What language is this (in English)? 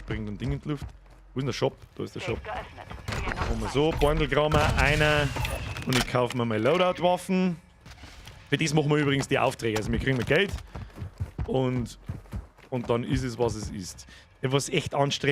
Bavarian